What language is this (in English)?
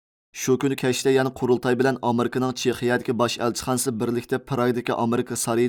Uyghur